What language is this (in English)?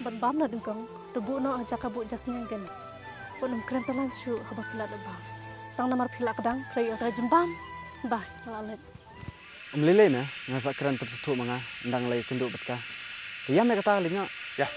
Khasi